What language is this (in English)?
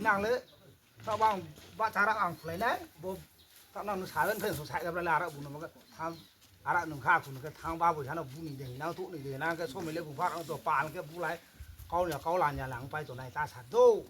Riang (India)